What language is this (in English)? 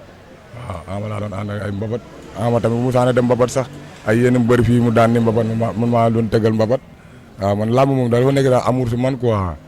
Wolof